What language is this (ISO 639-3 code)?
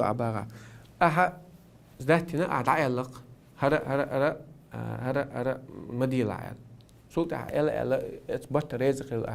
che